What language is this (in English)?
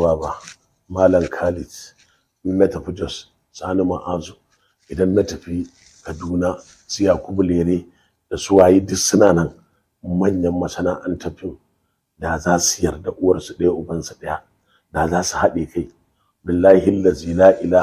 Hausa